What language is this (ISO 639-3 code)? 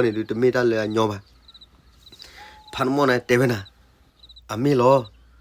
ksw